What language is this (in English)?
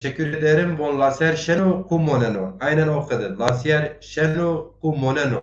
Zaza